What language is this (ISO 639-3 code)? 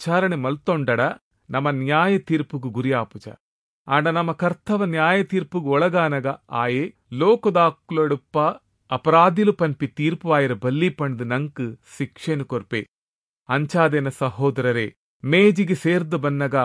tcy